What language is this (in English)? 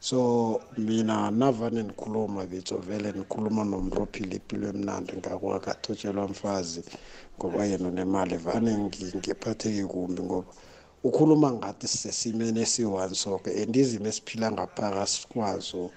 South Ndebele